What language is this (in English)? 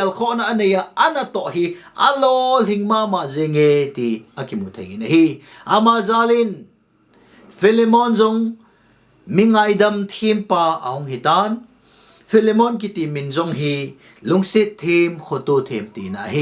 Thado Chin